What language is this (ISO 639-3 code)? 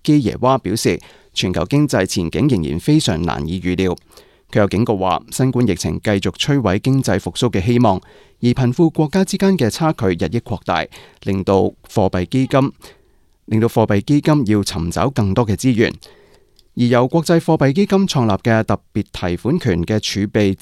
yue